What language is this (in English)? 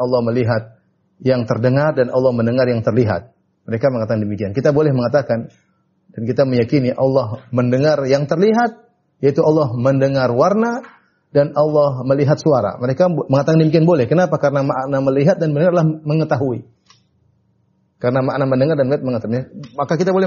Indonesian